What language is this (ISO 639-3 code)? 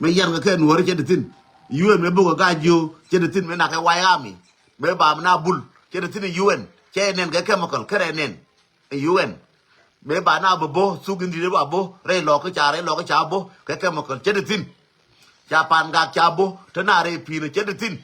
nus